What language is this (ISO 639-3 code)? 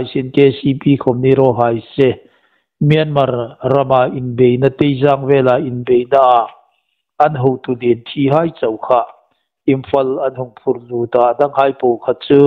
hmr